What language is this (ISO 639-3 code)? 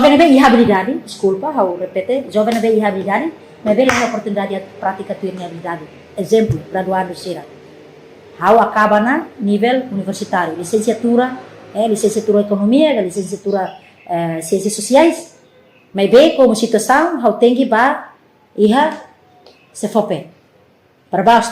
tet